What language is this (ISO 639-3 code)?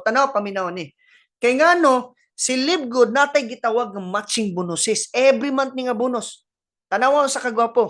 ceb